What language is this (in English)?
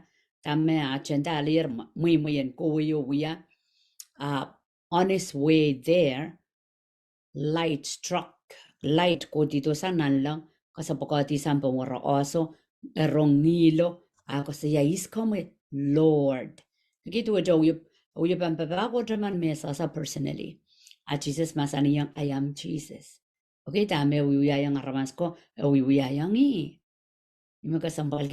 Pohnpeian